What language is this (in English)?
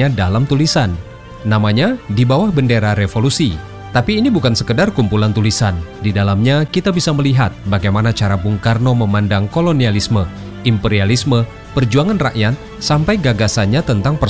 Indonesian